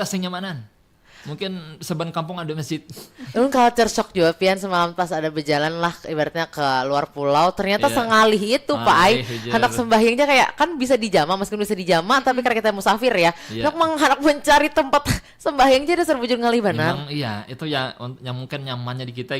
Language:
Banjar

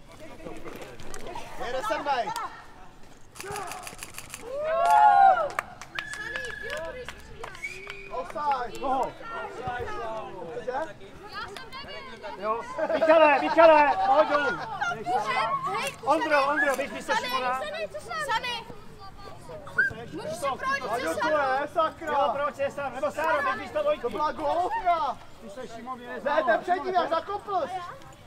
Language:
Czech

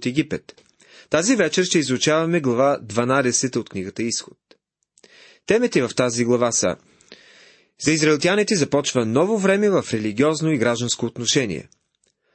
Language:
Bulgarian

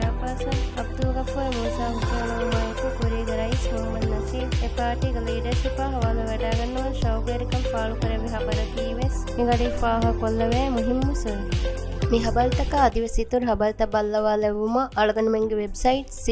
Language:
Divehi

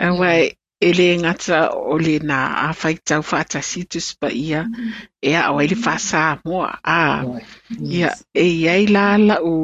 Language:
Samoan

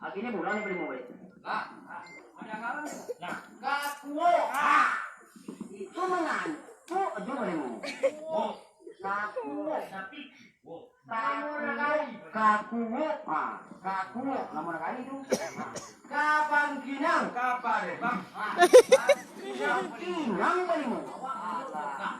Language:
Minangkabau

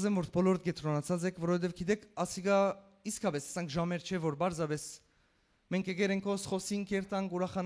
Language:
Western Armenian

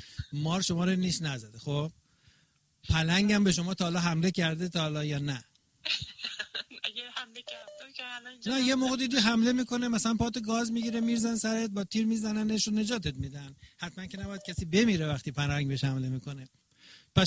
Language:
Persian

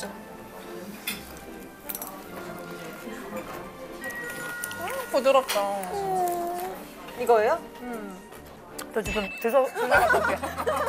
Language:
Korean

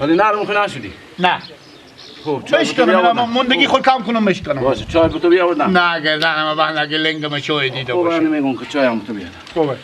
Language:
Persian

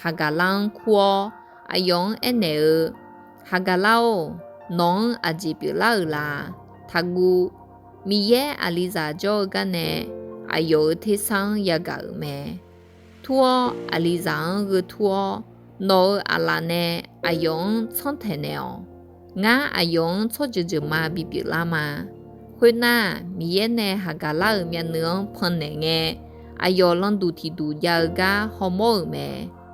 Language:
Akha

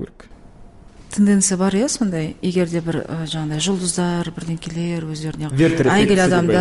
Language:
Kazakh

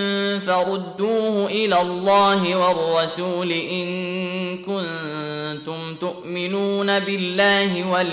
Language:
Arabic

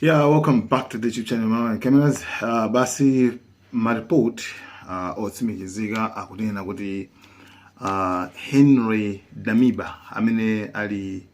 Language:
Nyanja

